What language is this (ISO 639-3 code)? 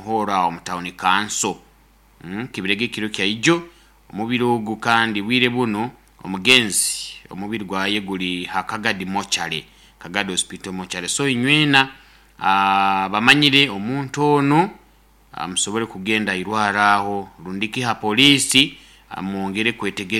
nyo